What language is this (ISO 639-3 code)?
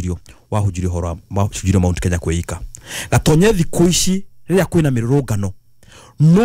kik